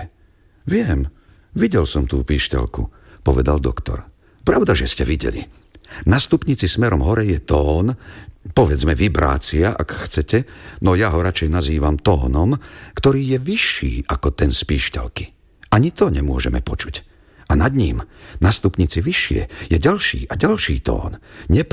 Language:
Slovak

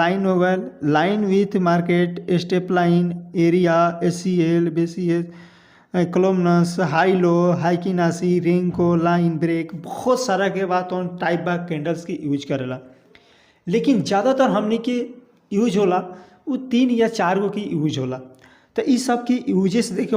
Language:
Bhojpuri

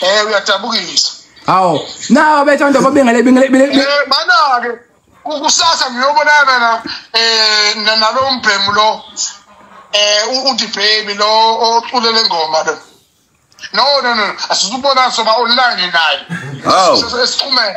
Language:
Zulu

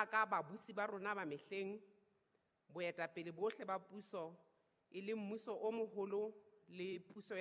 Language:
Southern Sotho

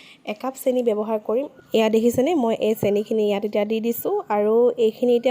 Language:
Assamese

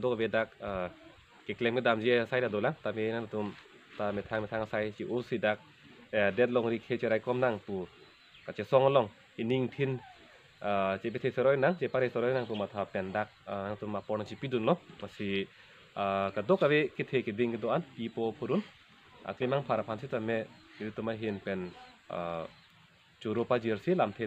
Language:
Karbi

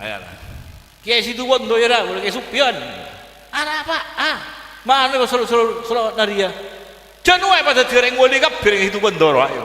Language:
Madurese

